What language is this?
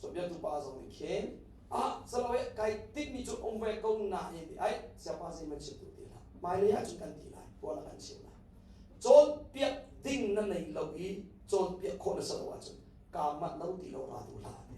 Hakha Chin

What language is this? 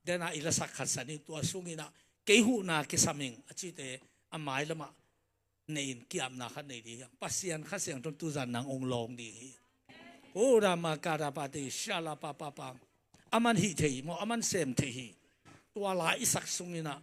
Tedim Chin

